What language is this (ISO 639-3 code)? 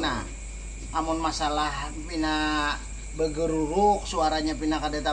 bjn